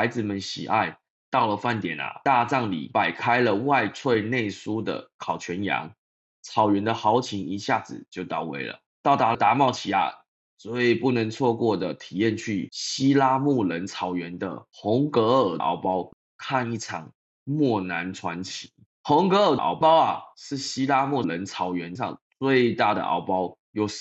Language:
Chinese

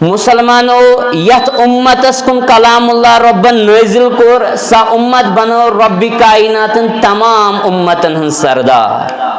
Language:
Kashmiri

